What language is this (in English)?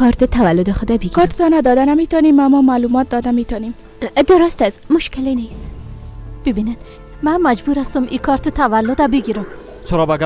Persian